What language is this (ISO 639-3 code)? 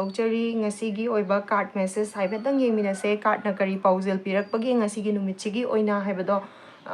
mni